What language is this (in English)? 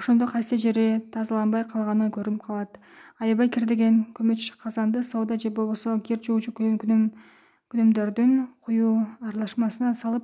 Kyrgyz